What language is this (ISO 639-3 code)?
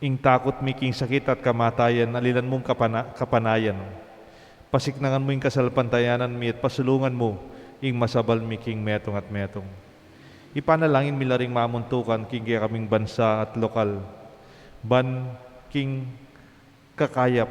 pam